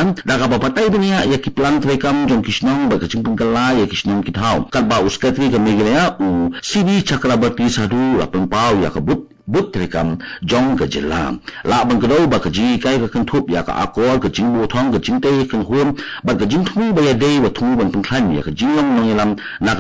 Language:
Khasi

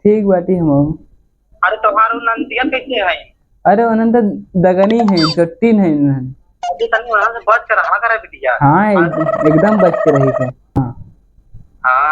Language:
Awadhi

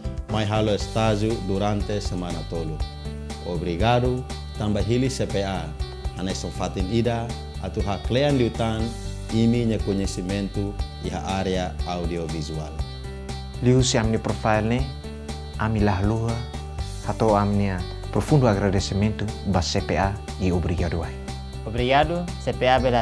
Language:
Tetum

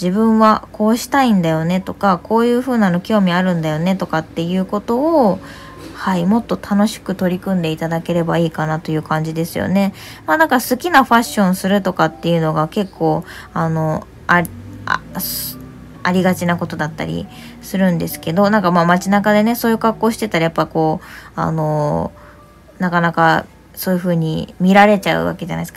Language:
Japanese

